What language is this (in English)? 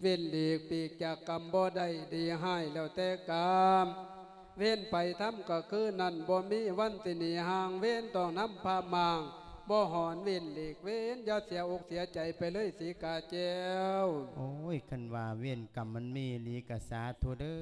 Lao